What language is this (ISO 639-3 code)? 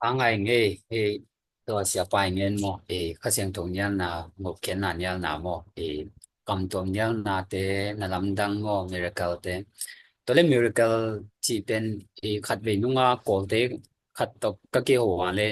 ctd